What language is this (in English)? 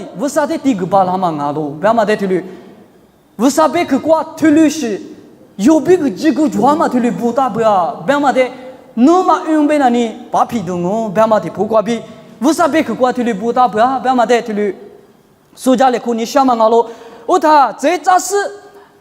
Lisu